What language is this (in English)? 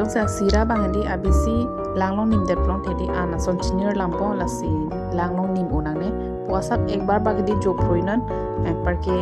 Karbi